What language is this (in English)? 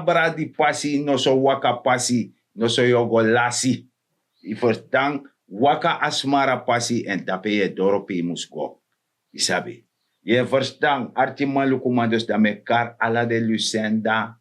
Sranan Tongo